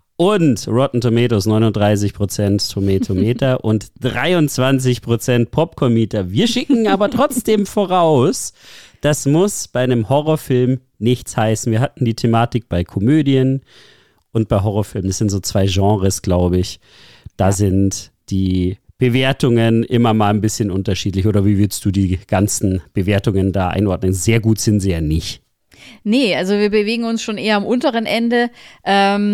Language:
German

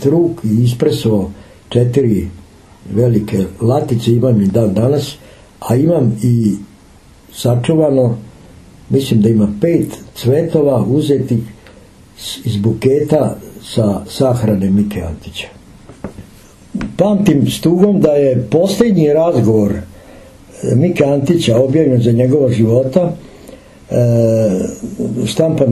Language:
Serbian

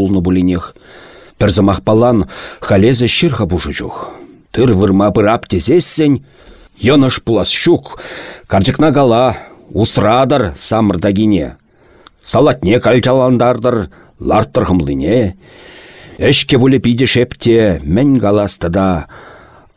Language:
Chuvash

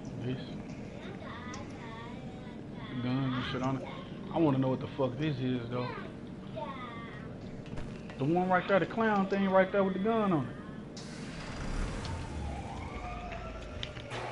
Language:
English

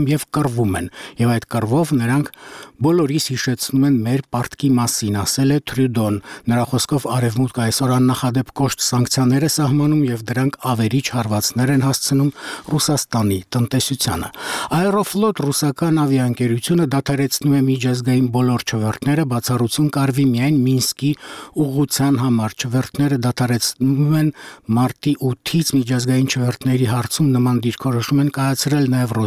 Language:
Armenian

